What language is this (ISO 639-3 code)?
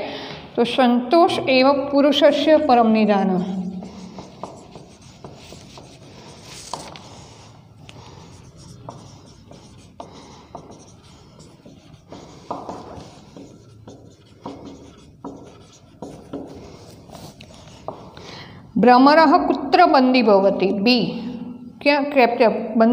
guj